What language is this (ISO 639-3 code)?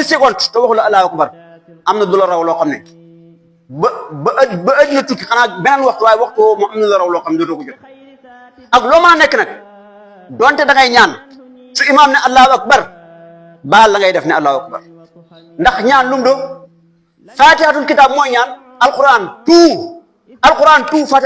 wol